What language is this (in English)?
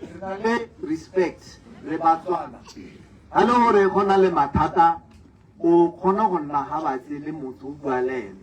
Tswana